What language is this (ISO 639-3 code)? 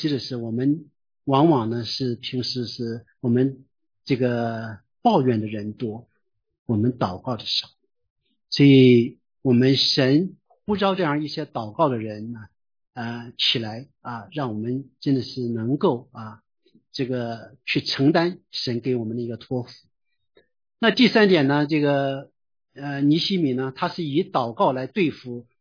zho